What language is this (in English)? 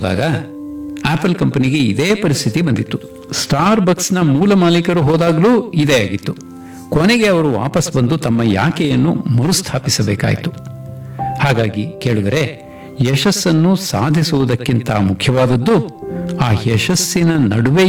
Kannada